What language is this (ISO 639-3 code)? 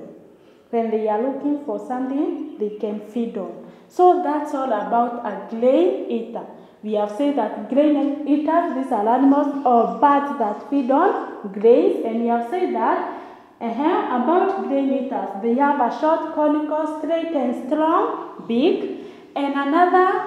eng